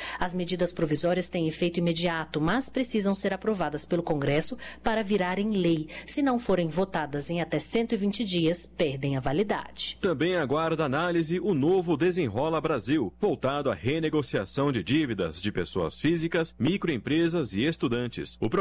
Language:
Portuguese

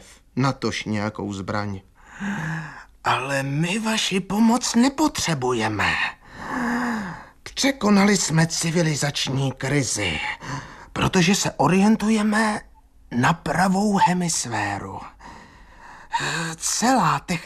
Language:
Czech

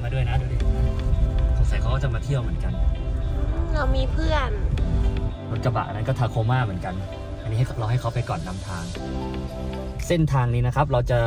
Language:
Thai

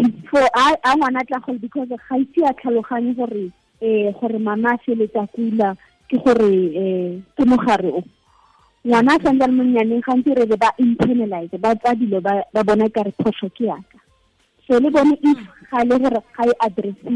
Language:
Tswana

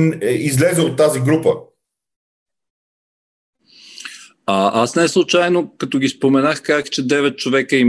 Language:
Bulgarian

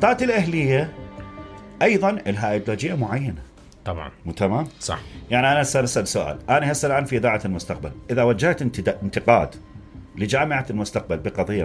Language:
Mesopotamian Arabic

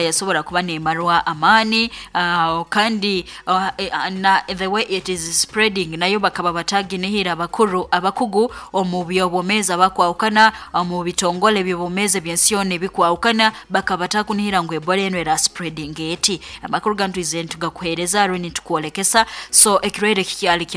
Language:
Nyoro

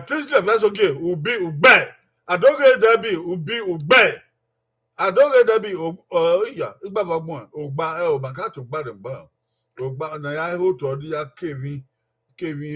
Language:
Bini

